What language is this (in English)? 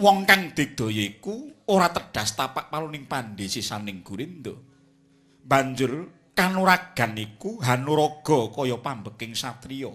Javanese